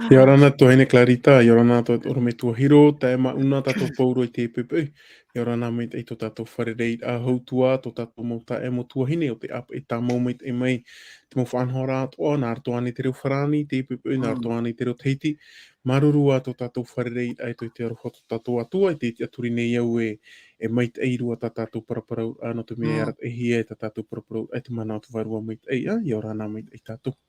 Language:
Tahitian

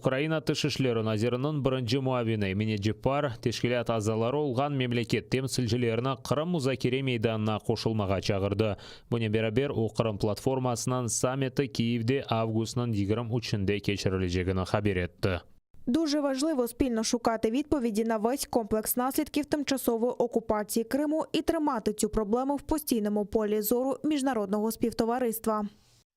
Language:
Crimean Tatar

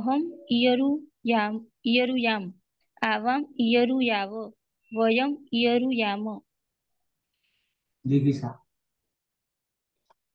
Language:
Gujarati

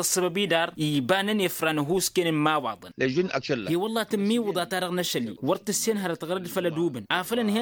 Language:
Tamasheq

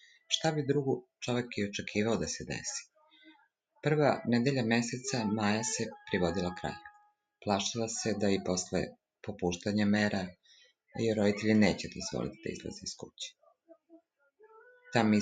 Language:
Serbian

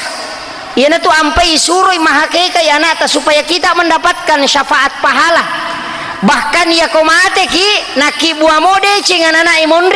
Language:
Buginese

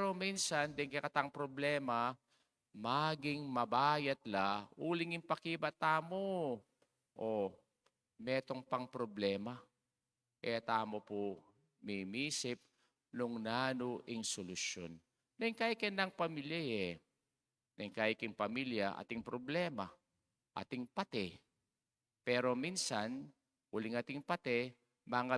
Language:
Pampanga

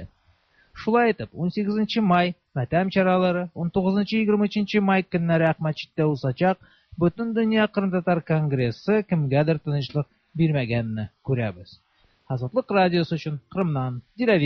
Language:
Tatar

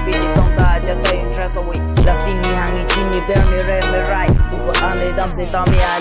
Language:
Karbi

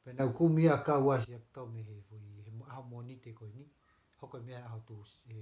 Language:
Tongan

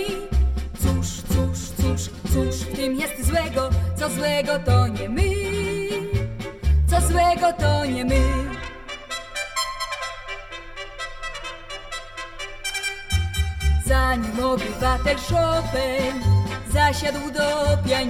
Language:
Polish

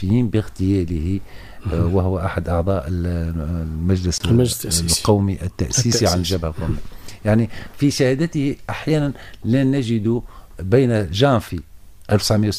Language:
Arabic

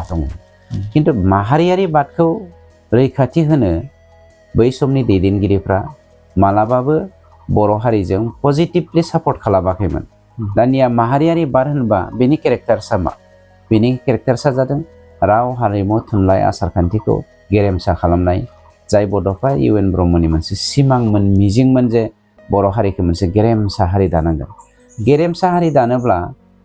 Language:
Bodo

